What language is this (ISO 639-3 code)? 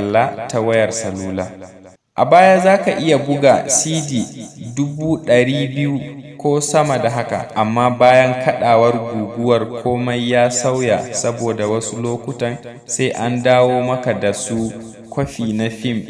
hau